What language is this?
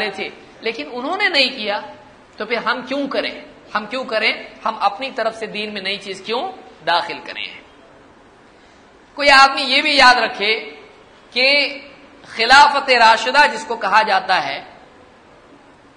Urdu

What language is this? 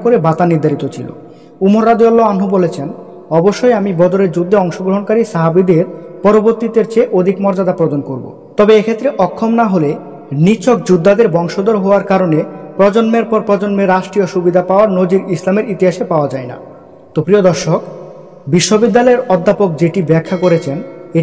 Bangla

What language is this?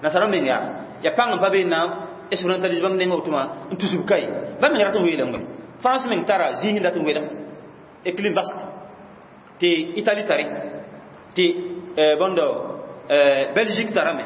Mossi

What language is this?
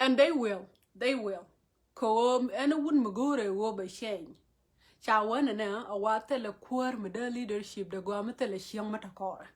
Nuer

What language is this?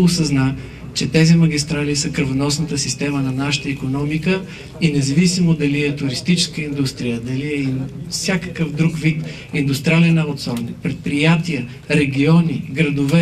Bulgarian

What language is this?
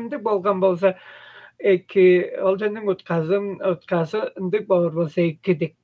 Tuvinian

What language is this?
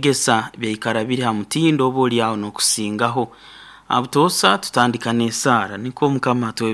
Nyoro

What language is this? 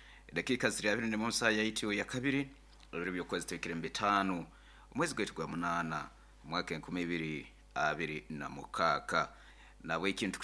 Nyoro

